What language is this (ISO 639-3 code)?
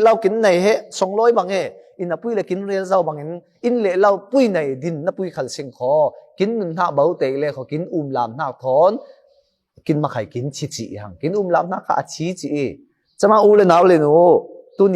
cfm